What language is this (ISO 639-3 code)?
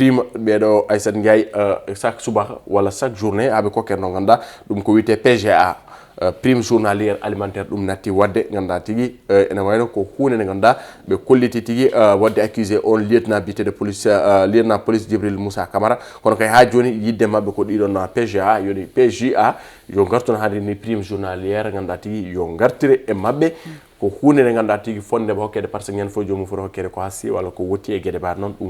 ful